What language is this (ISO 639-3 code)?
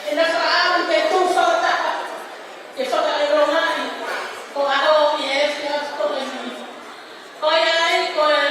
ton